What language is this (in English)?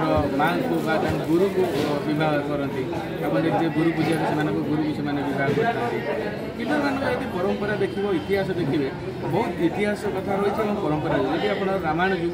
Odia